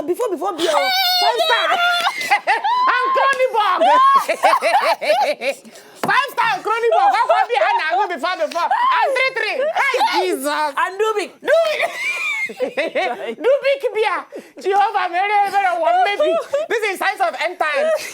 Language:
Nigerian Pidgin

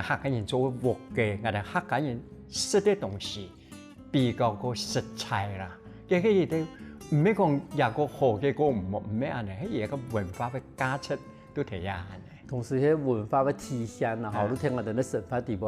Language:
Hakka Chinese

